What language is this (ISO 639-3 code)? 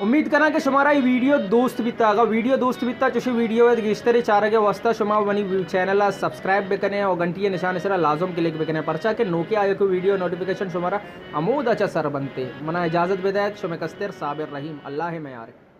bal